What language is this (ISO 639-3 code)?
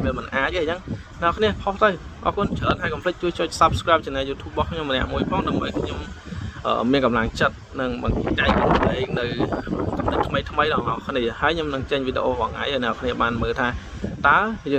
khm